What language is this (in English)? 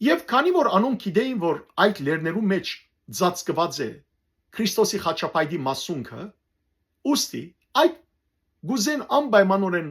Western Armenian